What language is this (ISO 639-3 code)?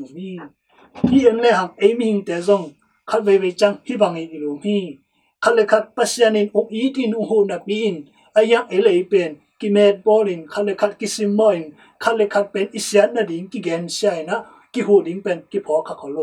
ctd